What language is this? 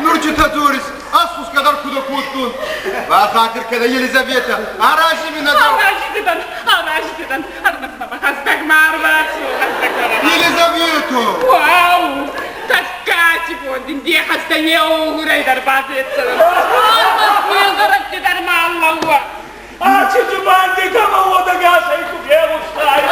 Ossetic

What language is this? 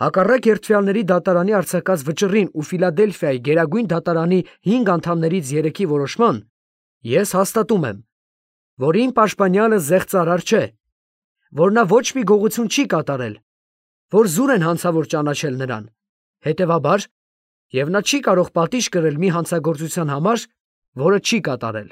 Armenian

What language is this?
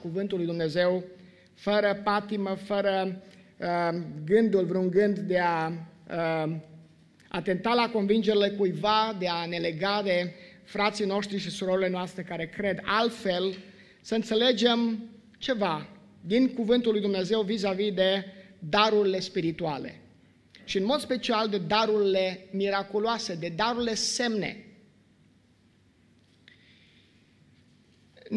Romanian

